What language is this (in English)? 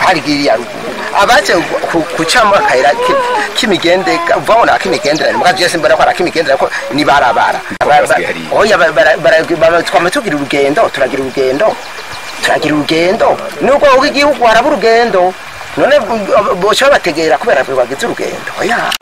Rundi